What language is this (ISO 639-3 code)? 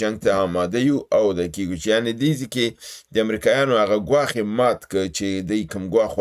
pus